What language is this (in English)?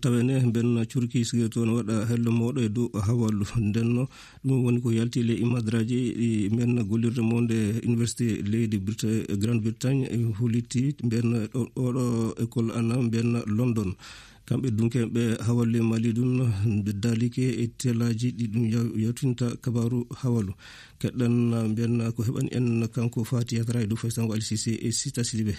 Fula